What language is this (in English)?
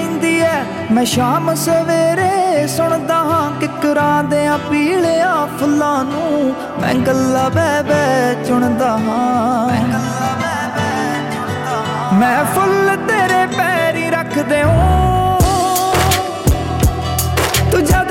Punjabi